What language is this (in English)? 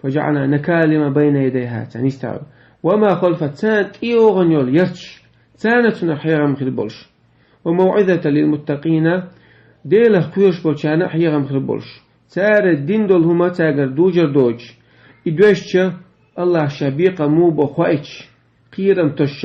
Chechen